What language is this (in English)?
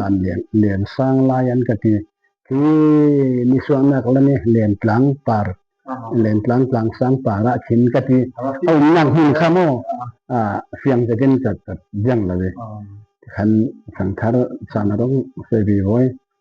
Falam Chin